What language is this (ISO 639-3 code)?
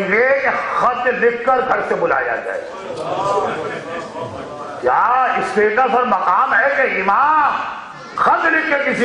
urd